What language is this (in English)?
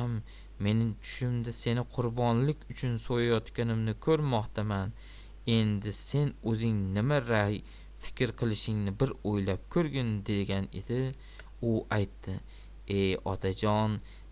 Uzbek